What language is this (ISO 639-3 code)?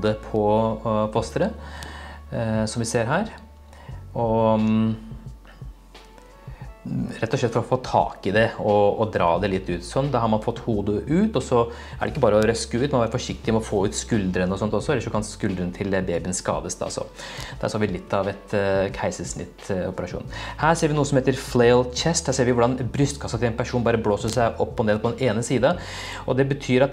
nor